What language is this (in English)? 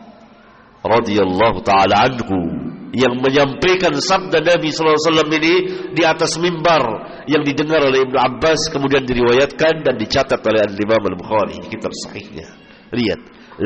Indonesian